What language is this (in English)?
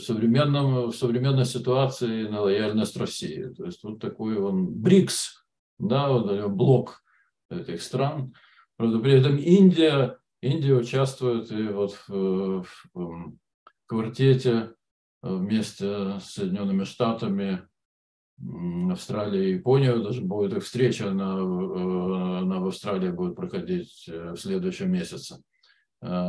Russian